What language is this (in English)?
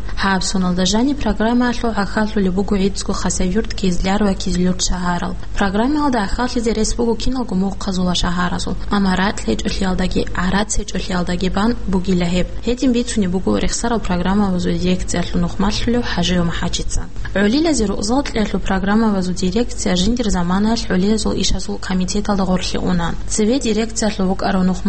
Avaric